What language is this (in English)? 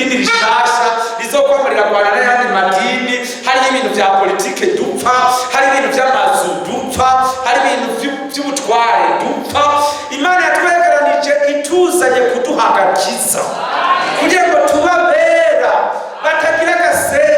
Rundi